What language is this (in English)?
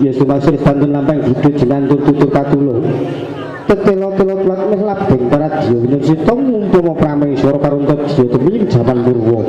Javanese